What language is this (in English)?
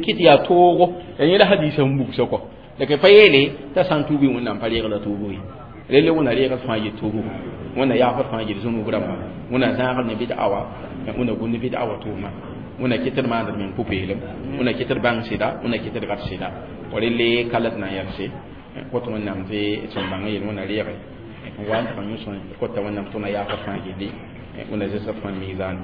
Mossi